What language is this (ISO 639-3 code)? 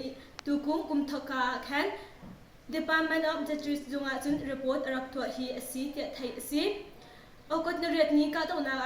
cnh